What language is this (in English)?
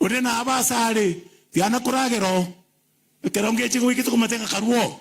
Gusii